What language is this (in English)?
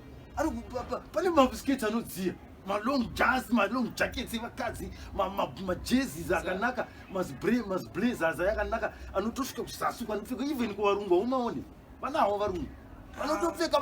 Shona